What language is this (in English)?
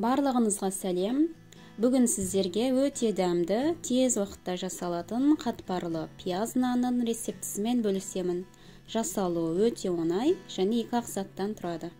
Kazakh